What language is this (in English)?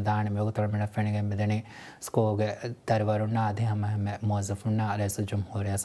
Divehi